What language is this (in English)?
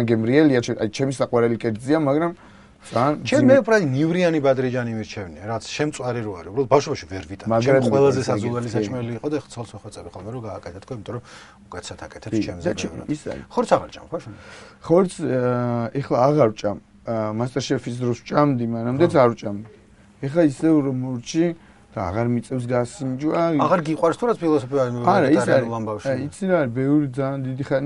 Georgian